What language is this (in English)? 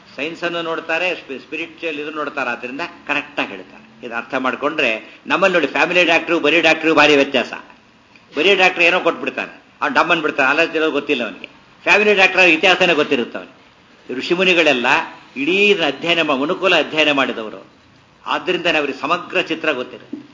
Kannada